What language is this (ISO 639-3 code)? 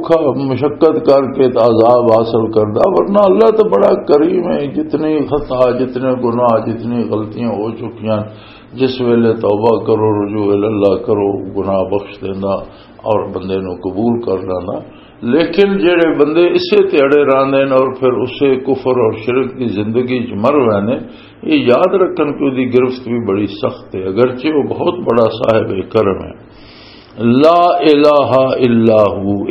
lah